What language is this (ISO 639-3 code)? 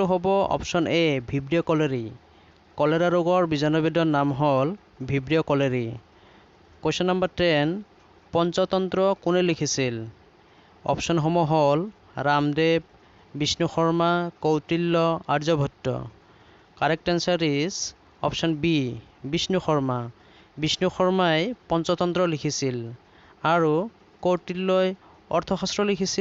asm